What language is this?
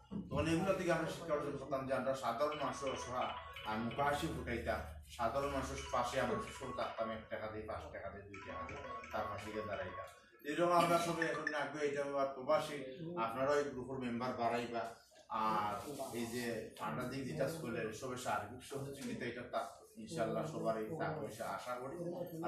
Sylheti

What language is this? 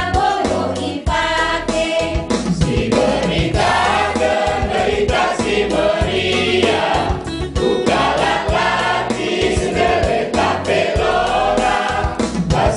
Batak Karo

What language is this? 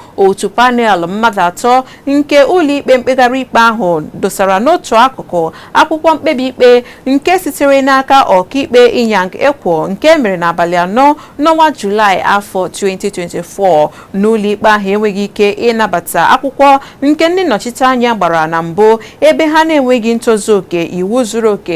Igbo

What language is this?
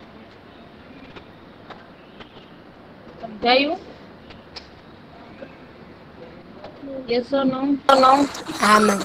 Gujarati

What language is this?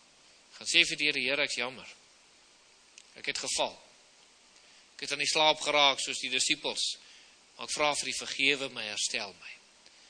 Afrikaans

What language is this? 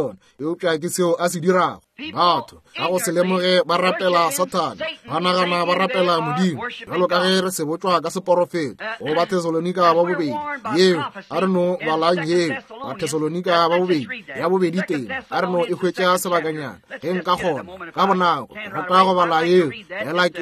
Northern Sotho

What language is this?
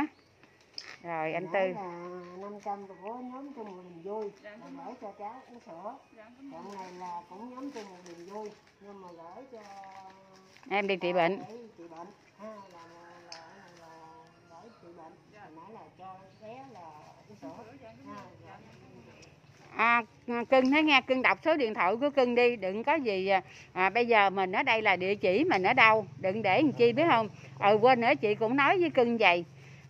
Vietnamese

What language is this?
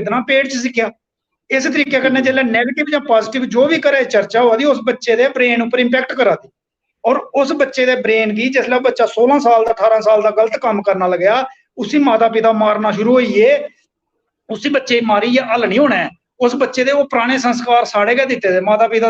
Dogri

